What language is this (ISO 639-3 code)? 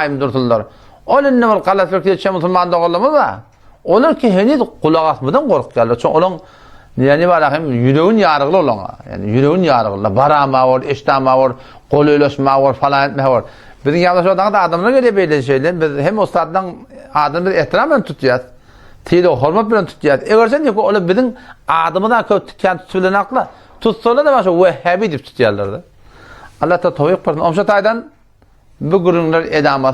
tuk